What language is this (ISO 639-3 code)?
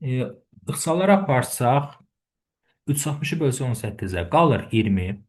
aze